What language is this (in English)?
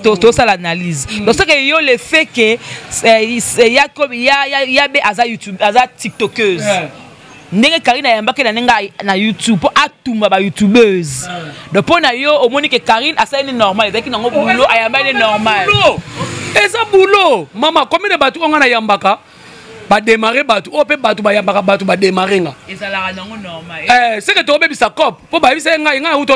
Lingala